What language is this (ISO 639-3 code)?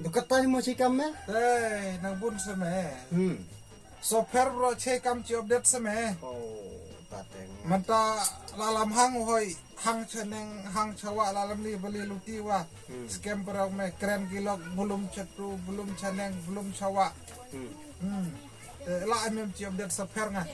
kha